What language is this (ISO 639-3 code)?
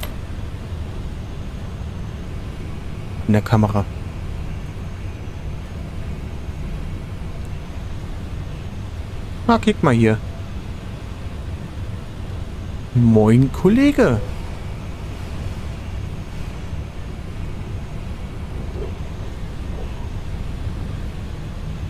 deu